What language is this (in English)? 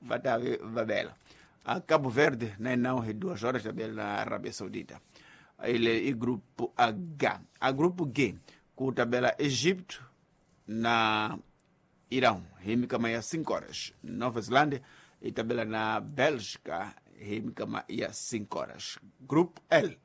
Tsonga